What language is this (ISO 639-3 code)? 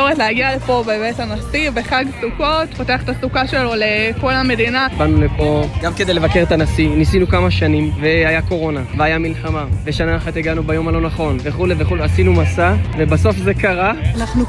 heb